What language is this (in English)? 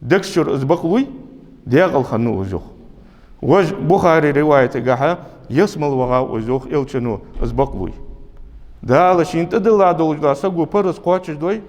Ingush